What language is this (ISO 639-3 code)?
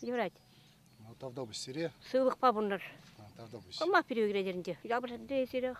chv